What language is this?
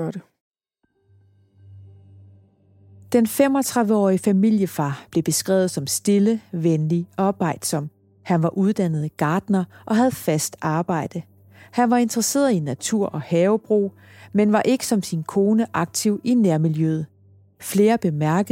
Danish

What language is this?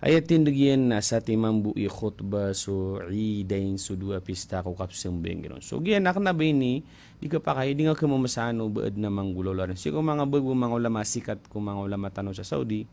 Maranao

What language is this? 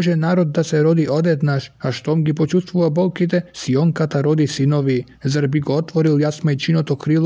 Macedonian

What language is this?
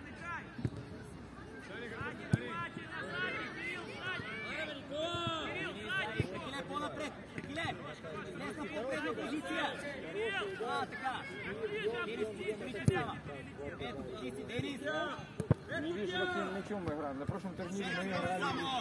Bulgarian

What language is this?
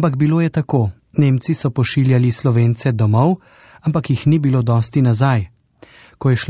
Slovenian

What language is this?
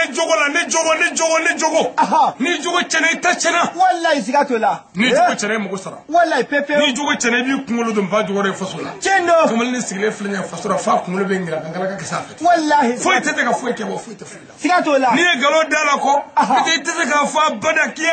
Bambara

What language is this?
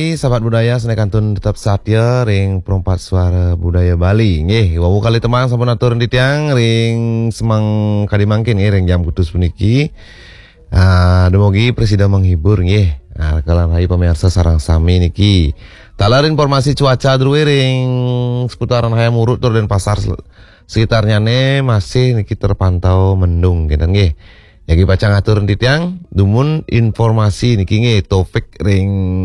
Balinese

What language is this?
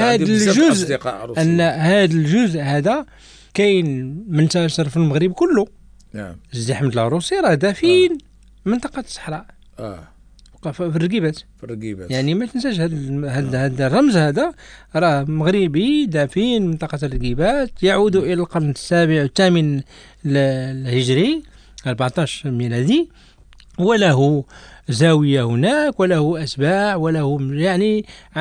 Moroccan Arabic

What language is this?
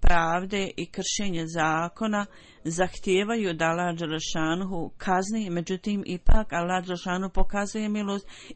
Bosnian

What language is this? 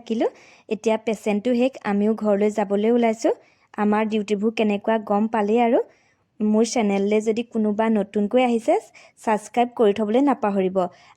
Assamese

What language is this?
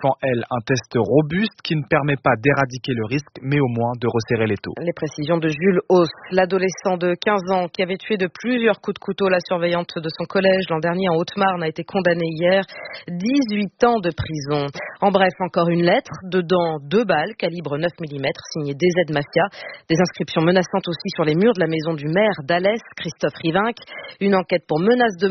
French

